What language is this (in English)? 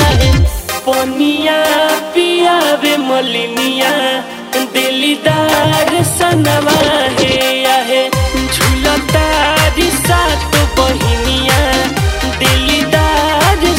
Bhojpuri